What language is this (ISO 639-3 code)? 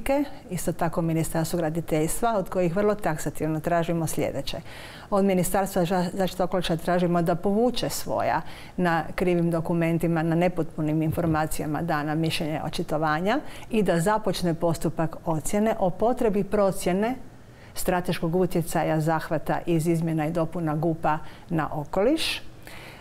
hrv